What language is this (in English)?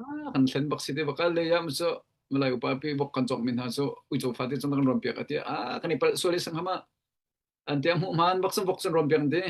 Hakha Chin